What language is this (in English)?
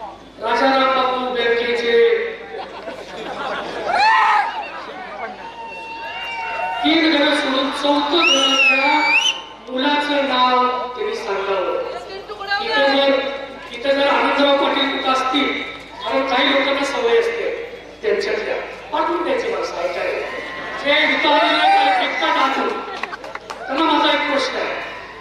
Marathi